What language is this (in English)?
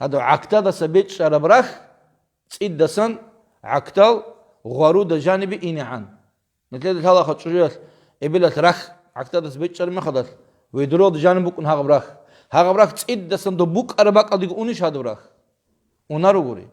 Avaric